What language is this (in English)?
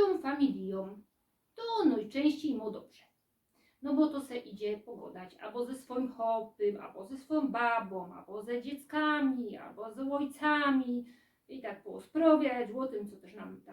Silesian